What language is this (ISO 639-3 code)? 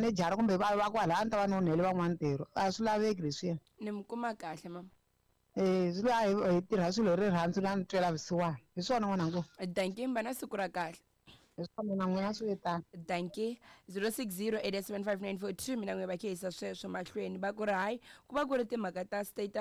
tso